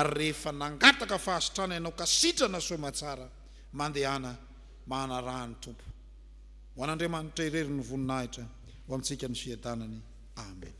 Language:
Malagasy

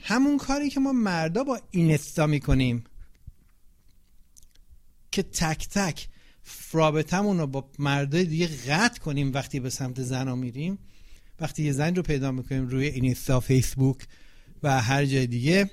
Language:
Persian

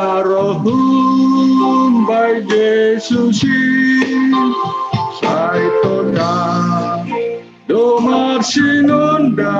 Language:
Batak Simalungun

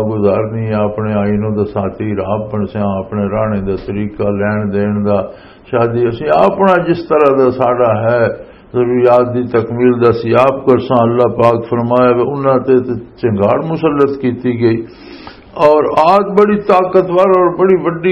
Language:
Western Panjabi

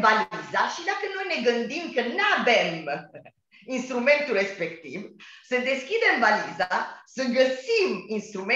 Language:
Romanian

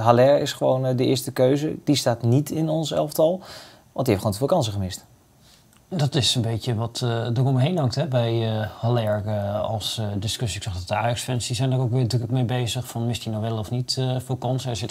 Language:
Dutch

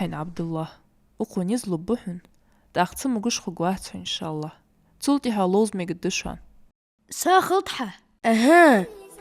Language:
Ingush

